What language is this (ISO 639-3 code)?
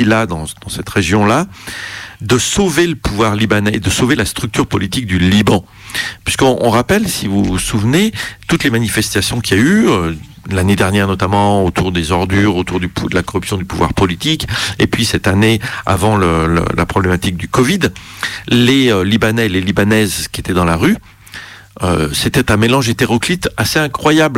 fra